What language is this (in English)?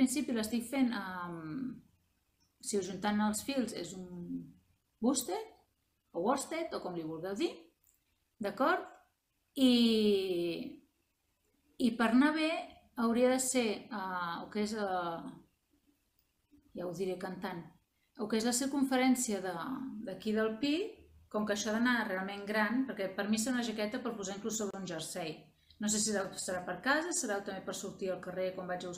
Catalan